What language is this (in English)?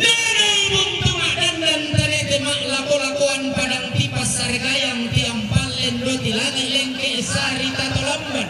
Toraja-Sa'dan